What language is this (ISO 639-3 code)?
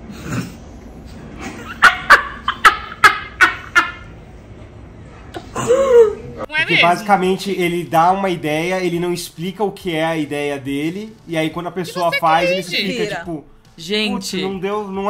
por